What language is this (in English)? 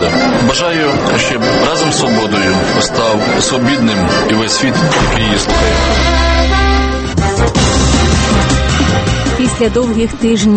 Ukrainian